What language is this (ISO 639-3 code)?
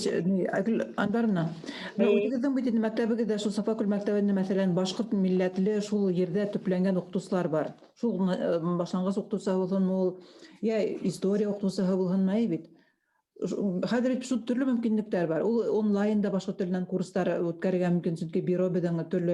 bak